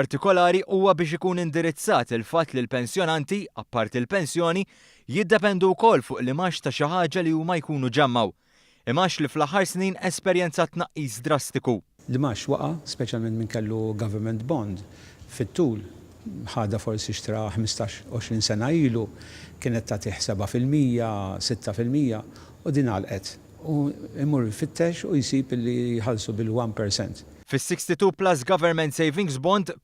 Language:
Maltese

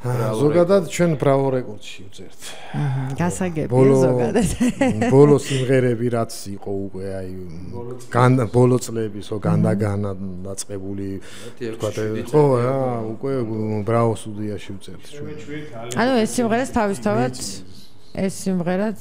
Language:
Georgian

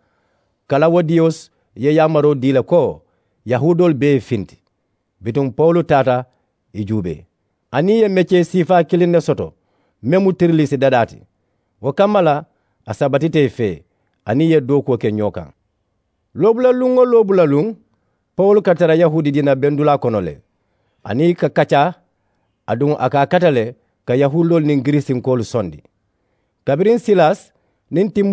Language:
Mandingo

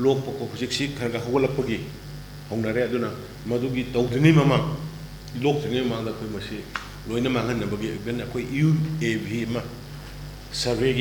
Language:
Manipuri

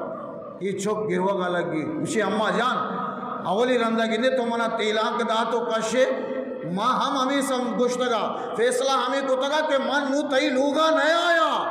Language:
Eastern Balochi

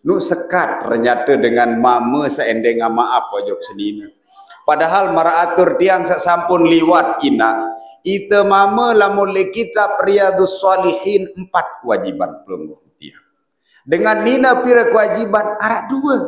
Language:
Sasak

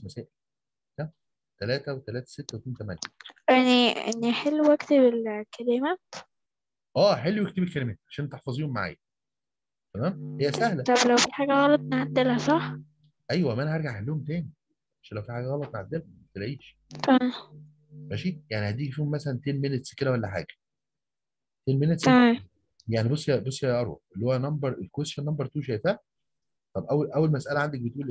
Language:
Egyptian Arabic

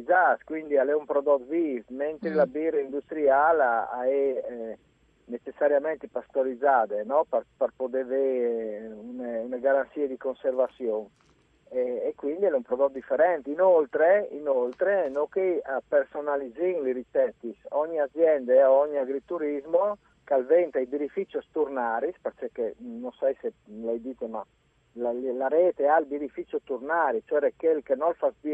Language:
Friulian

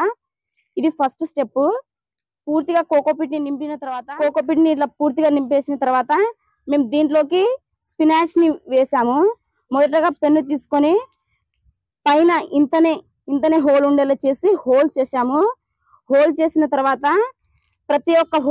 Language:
Telugu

